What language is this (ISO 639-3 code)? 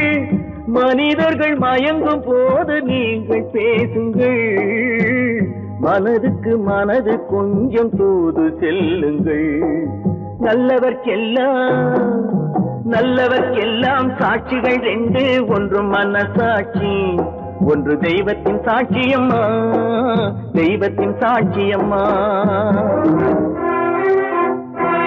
tam